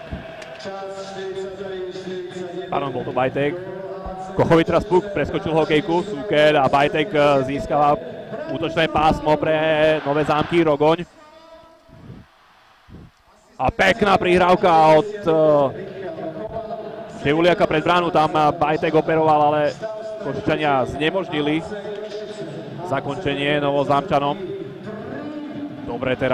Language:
Slovak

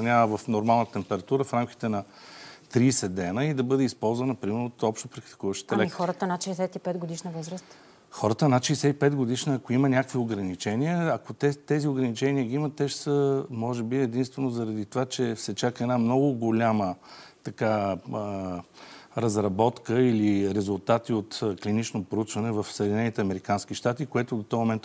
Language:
Bulgarian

